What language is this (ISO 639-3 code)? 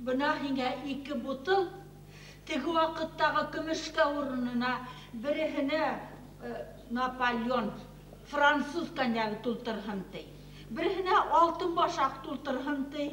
bak